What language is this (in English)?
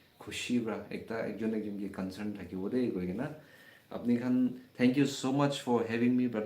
Naga Pidgin